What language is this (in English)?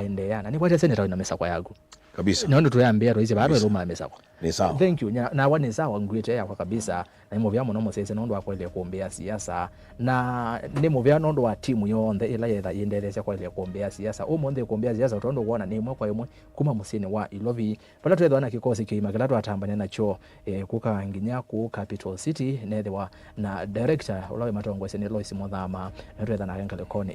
Kamba